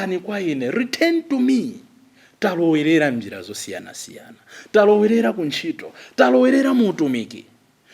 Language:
Nyanja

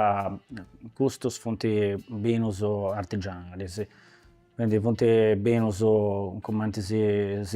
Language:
Sardinian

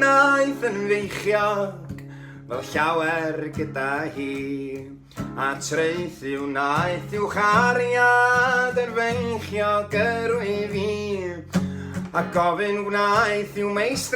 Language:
Welsh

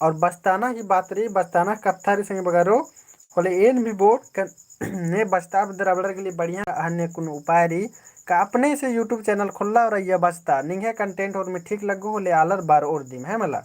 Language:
Kurukh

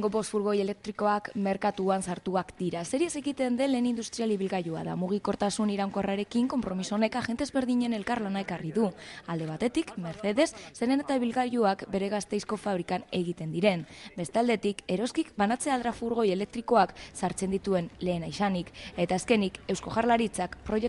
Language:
Basque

